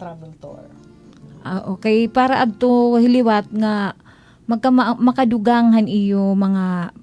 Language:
Waray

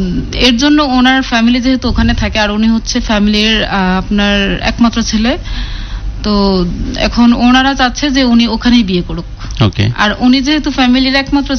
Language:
Bangla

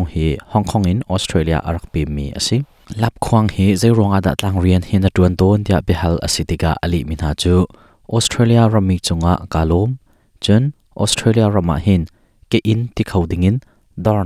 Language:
Hakha Chin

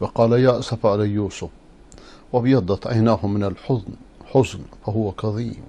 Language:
Persian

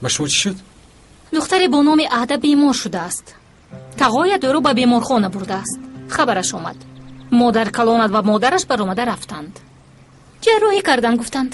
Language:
Tajik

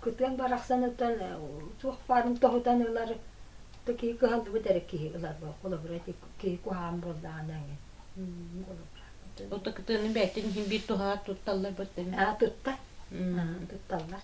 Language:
Yakut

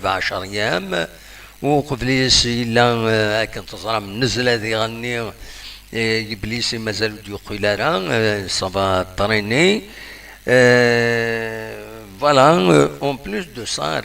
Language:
Kabyle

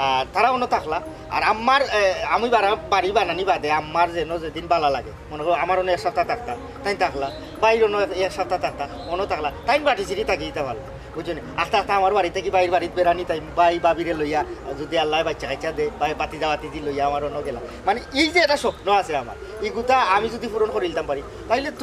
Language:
Sylheti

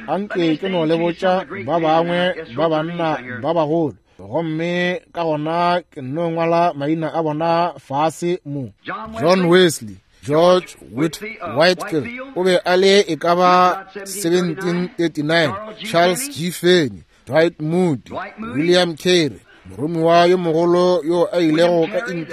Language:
Northern Sotho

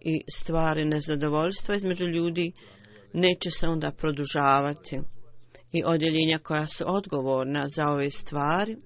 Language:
Bosnian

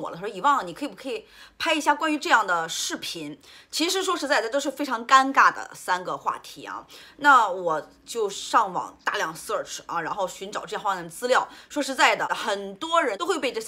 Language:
Chinese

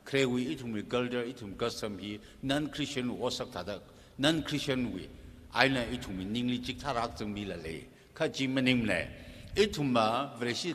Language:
Tangkhul Naga (India)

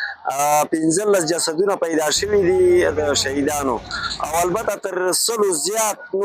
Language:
Pashto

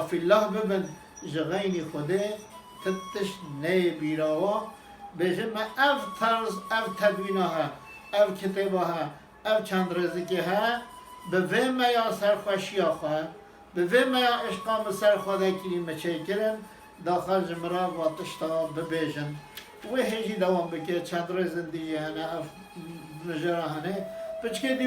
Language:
Kurdish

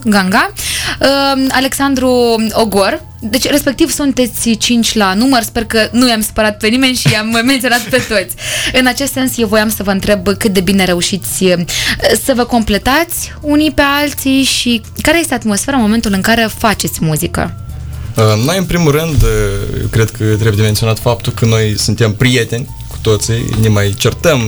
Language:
Romanian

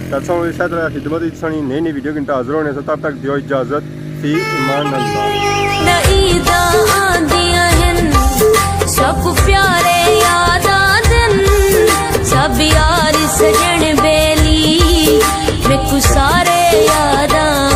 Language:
Pahari-Potwari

